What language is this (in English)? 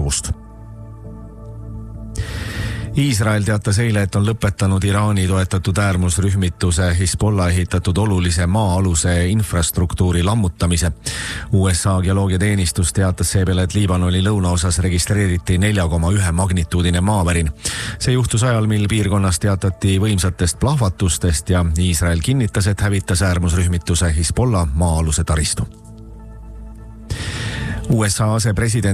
Estonian